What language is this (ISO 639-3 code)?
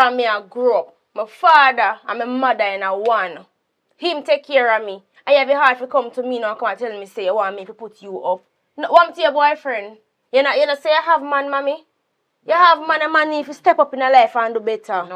jam